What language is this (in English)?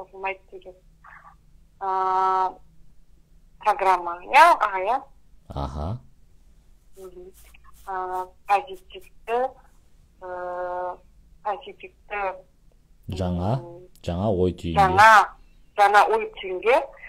Kazakh